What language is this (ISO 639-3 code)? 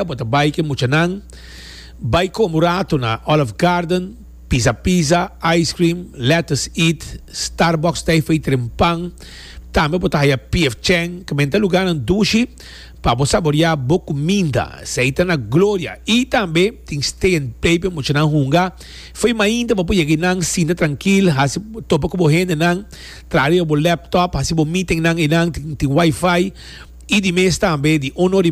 pap